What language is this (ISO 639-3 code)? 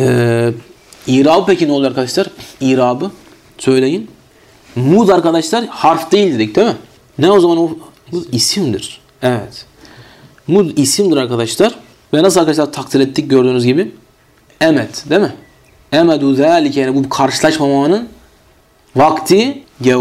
tur